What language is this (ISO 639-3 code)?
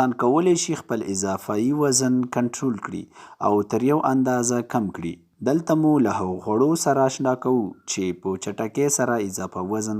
pus